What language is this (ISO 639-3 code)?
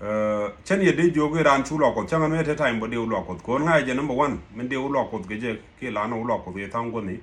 nus